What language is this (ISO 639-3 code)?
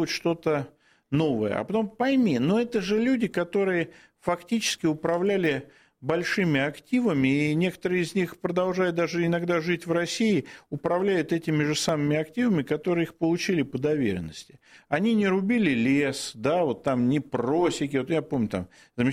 rus